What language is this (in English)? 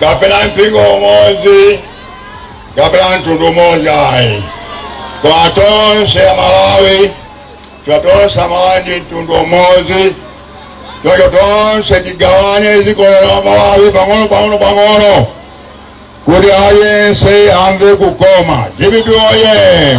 Nyanja